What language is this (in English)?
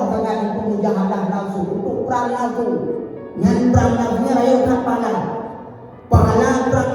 Achinese